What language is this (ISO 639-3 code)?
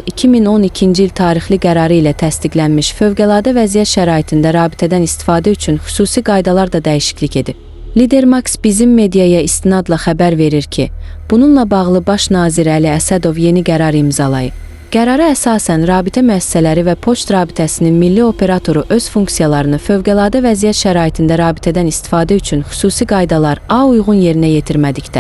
aze